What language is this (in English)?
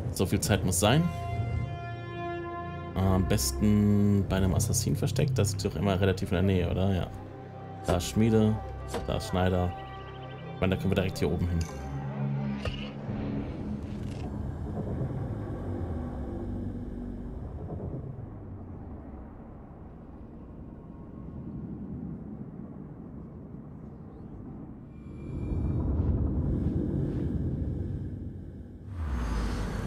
German